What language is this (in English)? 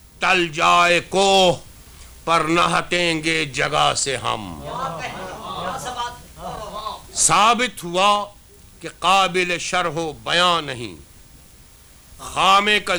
Urdu